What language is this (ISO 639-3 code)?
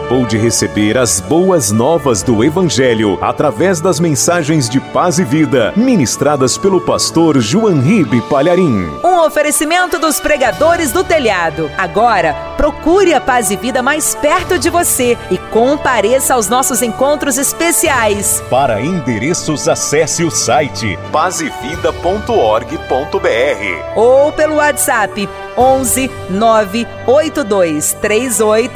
por